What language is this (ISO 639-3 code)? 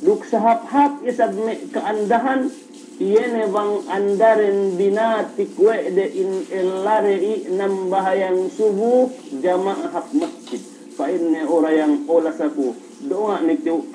yka